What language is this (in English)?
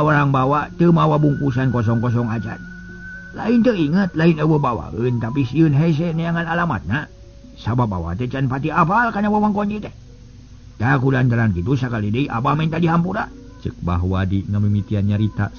Sundanese